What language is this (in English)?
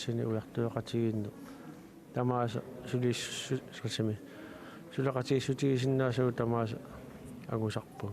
Kalaallisut